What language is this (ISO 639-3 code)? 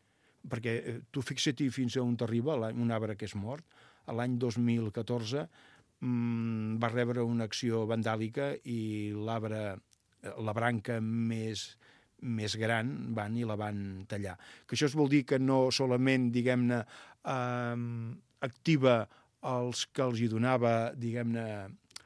cat